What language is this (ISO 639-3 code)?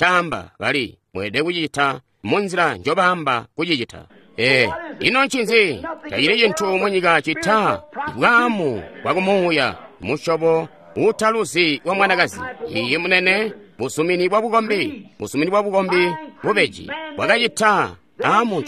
toi